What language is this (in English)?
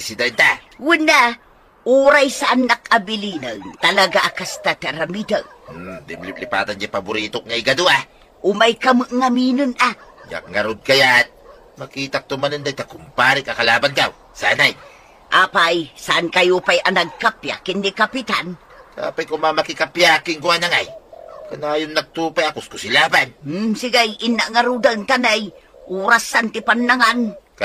Iloko